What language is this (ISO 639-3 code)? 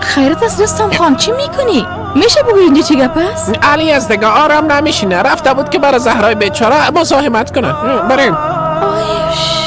fas